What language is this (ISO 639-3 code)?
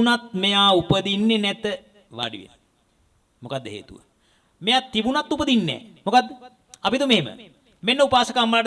sin